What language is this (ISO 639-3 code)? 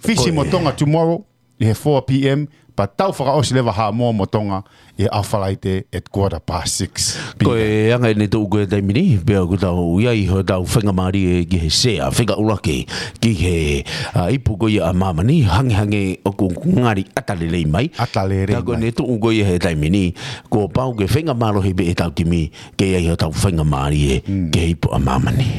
ton